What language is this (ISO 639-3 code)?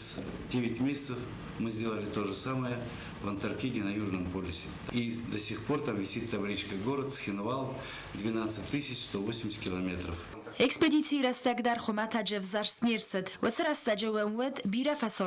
oss